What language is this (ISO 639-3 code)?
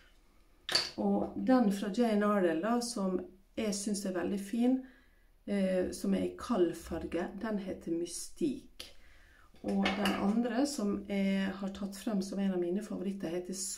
nor